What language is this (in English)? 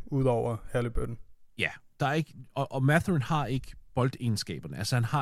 Danish